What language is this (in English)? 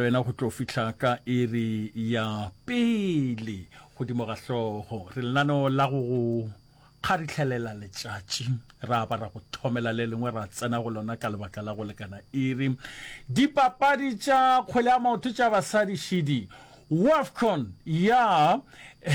Northern Sotho